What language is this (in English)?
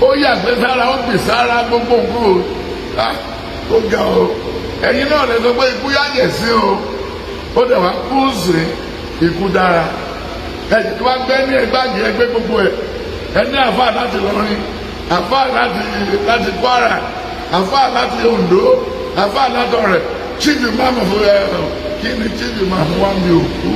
Yoruba